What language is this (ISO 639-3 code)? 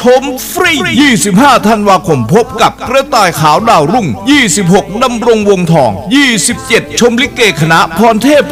tha